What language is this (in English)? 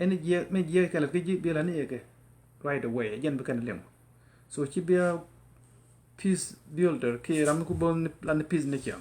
Nuer